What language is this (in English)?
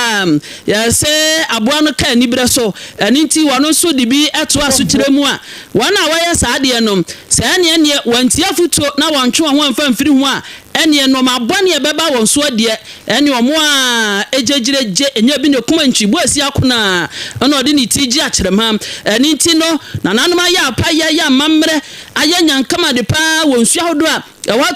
Akan